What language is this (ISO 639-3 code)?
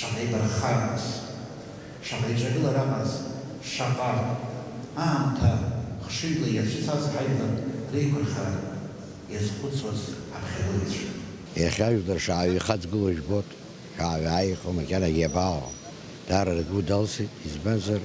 abk